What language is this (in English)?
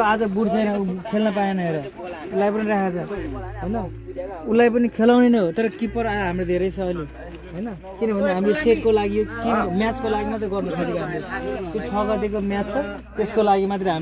Nepali